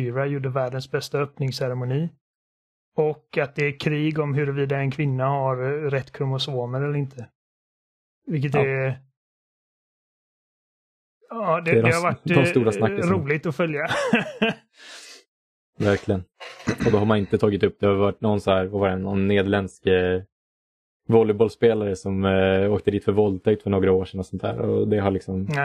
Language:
Swedish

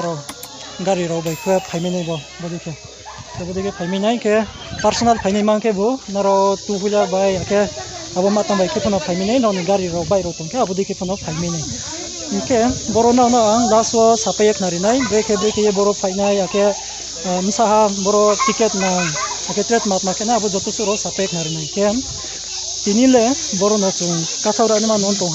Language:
Riang (India)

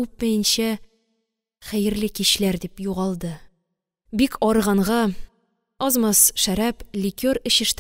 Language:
Tatar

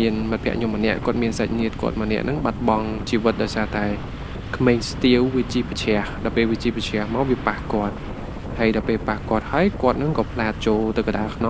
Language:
Khmer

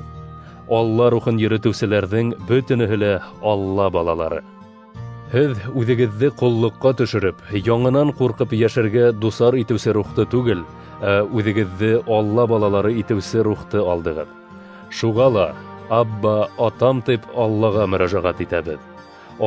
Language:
Bashkir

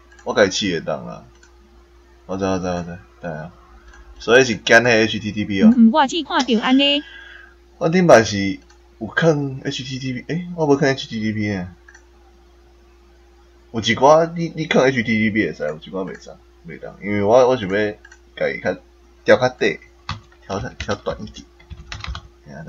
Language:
Min Nan Chinese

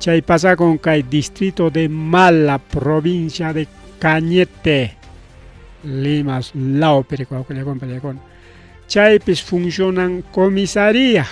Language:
Ayacucho Quechua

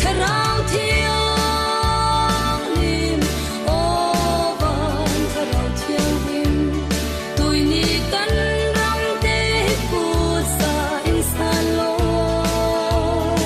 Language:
Falam Chin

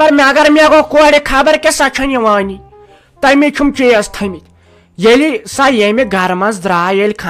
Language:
Kashmiri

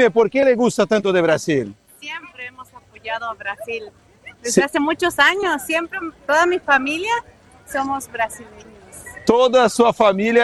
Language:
Portuguese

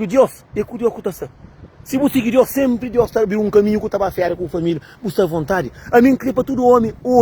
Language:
Kabuverdianu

